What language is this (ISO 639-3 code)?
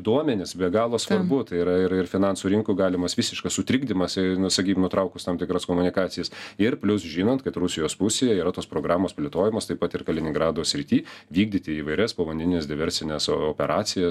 lit